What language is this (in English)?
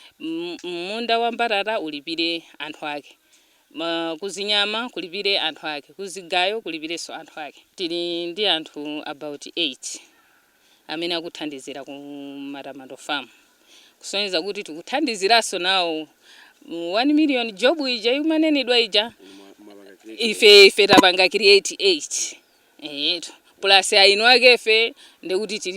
Nyanja